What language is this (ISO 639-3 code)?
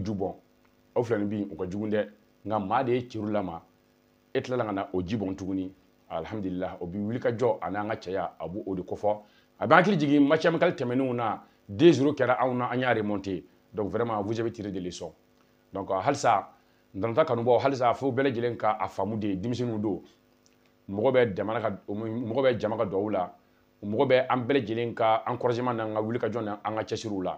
bam